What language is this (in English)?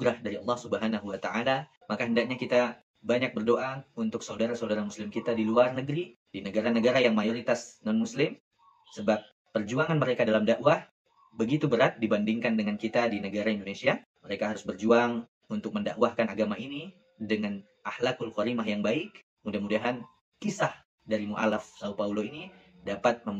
Indonesian